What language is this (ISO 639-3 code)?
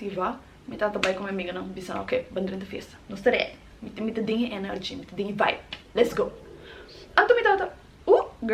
pap